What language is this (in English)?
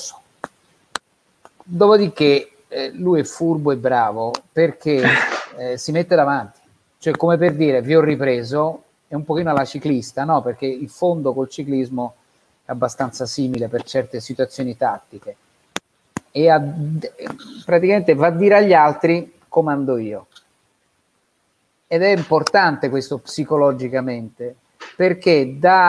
Italian